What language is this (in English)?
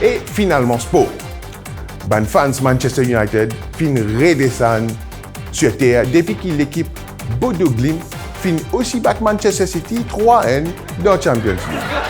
Morisyen